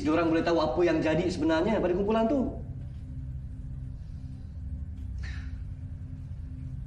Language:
Malay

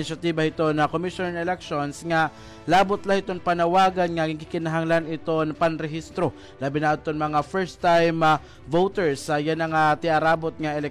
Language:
Waray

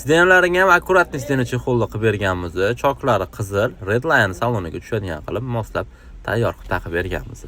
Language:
Uzbek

